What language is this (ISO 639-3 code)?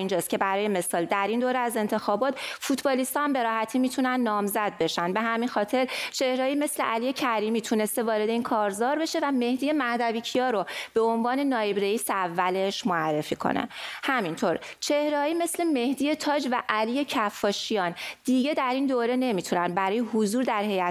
fas